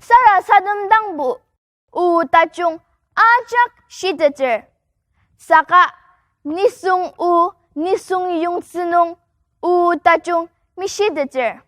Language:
Ao Naga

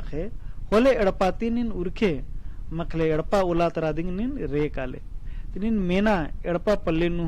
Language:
Kurukh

